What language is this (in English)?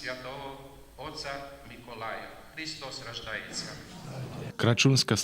Rusyn